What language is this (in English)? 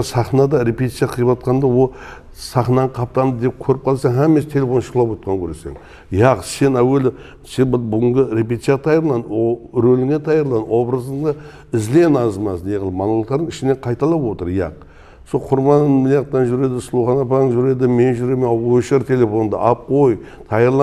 Kara-Kalpak